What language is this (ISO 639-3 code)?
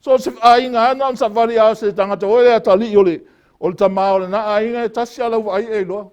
smo